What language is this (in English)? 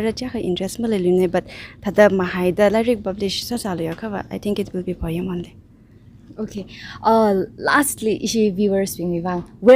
Tangkhul Naga (India)